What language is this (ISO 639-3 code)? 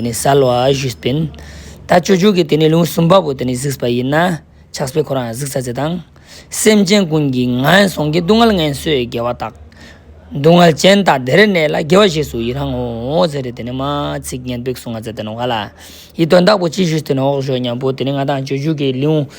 lbj